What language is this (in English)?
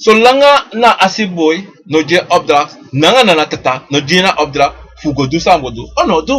Sranan Tongo